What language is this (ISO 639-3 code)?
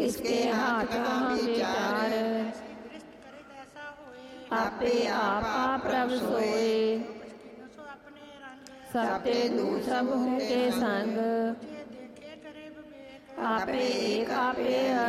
pan